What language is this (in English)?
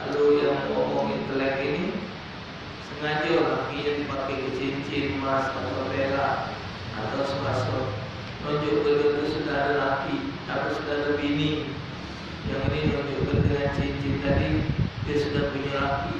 Musi